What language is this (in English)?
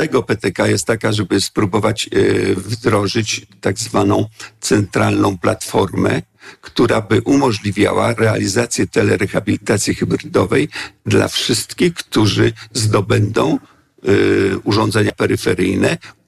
Polish